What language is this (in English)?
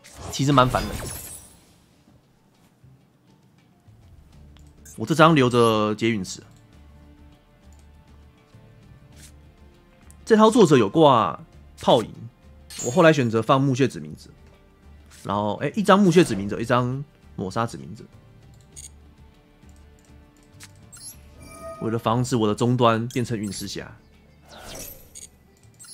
Chinese